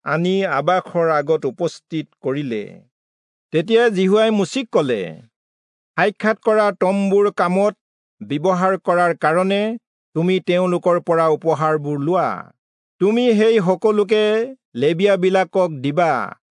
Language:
Assamese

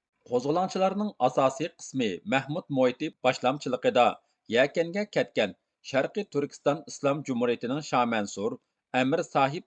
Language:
Uyghur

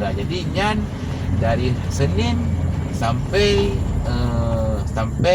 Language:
Achinese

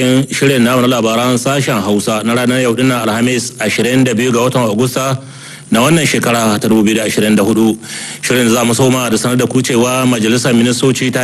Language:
Hausa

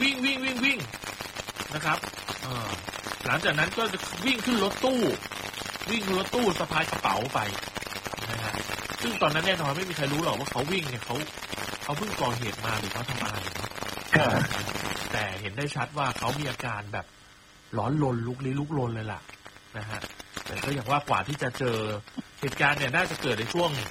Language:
Thai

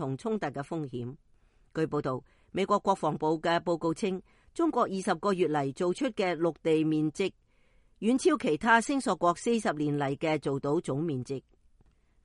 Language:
Cantonese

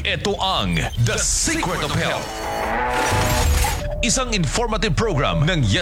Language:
Filipino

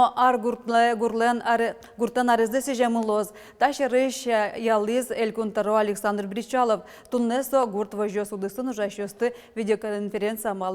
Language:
Udmurt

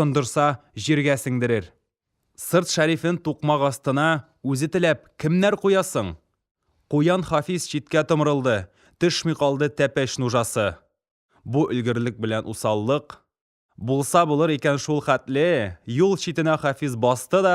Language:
Tatar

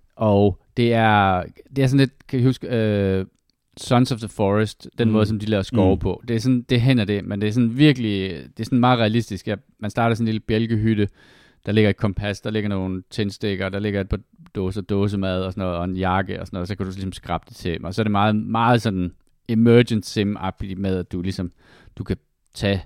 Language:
Danish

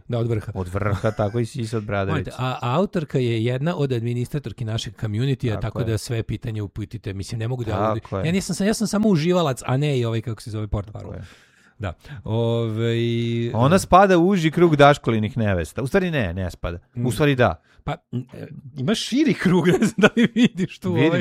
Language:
Serbian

